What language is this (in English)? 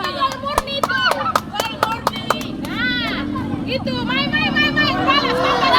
Ambonese Malay